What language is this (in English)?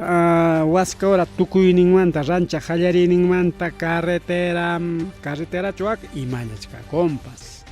Ayacucho Quechua